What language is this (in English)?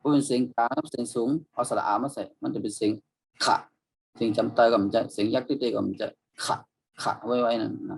Shan